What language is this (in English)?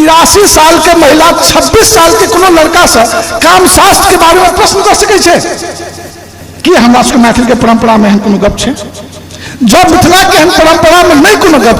Maithili